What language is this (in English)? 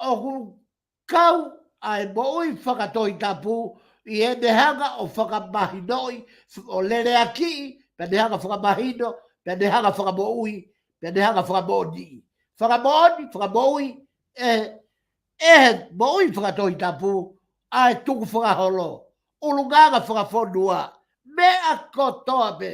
Tongan